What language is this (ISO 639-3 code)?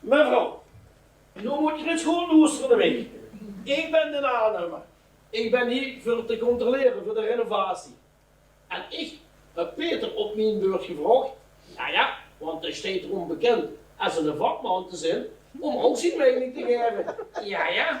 lim